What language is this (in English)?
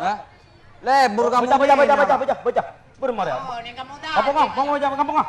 Madurese